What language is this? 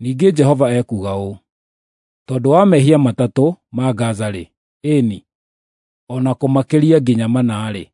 Kikuyu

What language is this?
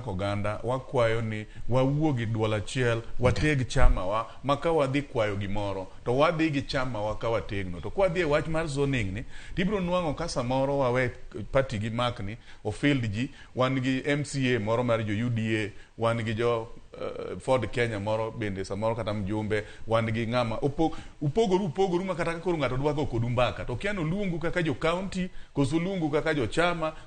Luo (Kenya and Tanzania)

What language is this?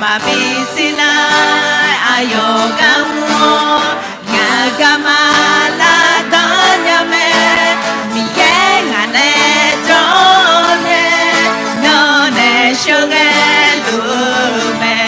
Akha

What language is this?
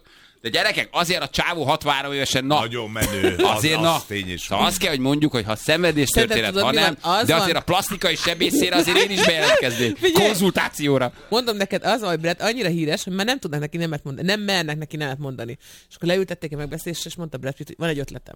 Hungarian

